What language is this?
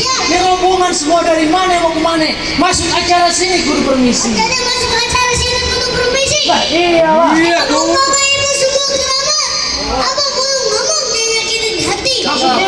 Betawi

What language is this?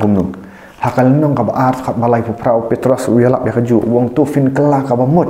Khasi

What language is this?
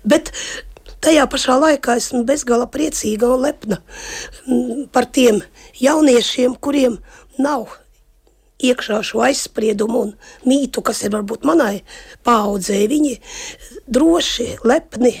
Latvian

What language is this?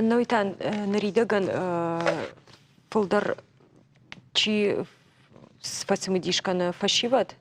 Ossetic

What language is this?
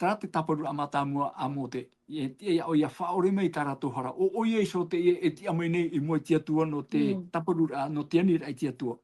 Tahitian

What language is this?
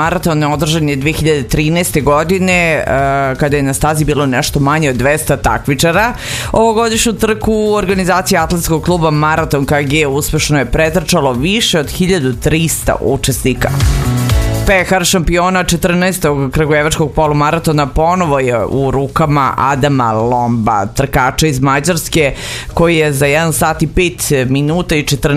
Serbian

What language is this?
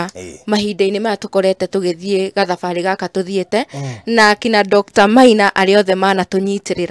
Kikuyu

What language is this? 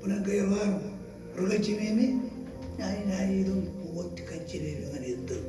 Marshallese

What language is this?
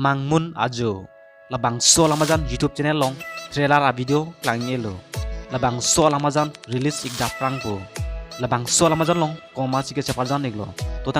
Karbi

